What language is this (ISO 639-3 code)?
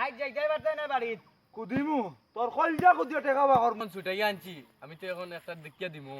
syl